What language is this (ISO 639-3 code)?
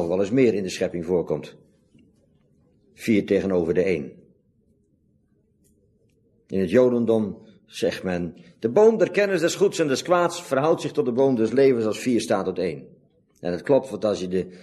nld